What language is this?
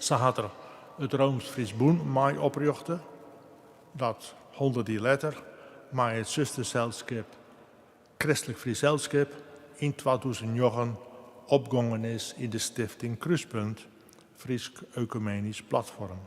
Western Frisian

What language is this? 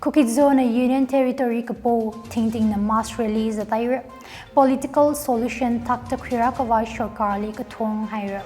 Tangkhul Naga (India)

